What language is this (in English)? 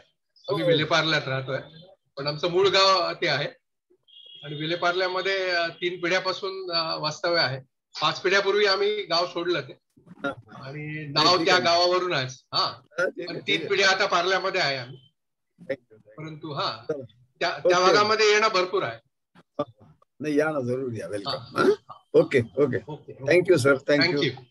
Marathi